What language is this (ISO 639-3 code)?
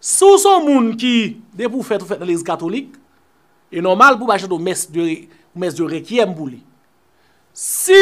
hat